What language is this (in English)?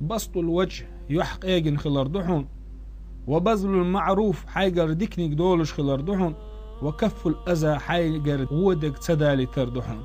Chechen